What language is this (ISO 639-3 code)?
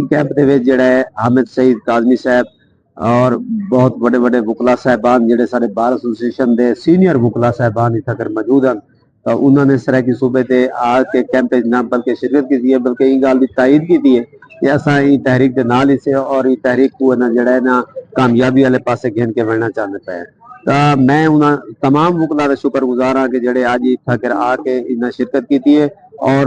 skr